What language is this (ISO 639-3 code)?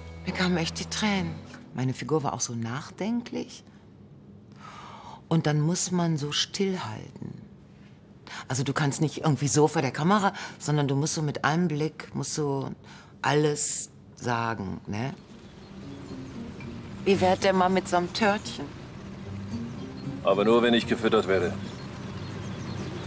deu